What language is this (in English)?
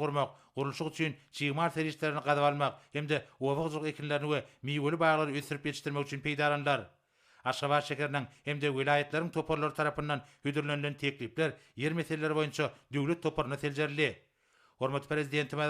Turkmen